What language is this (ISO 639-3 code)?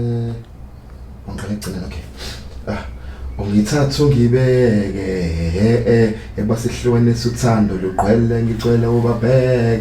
zul